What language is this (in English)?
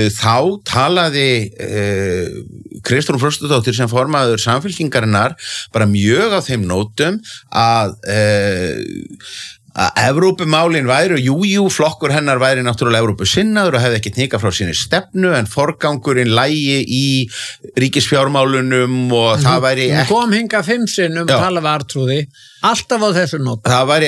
Icelandic